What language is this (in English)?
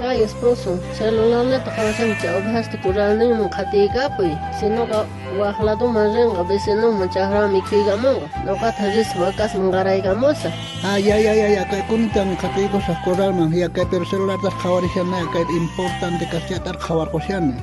South Bolivian Quechua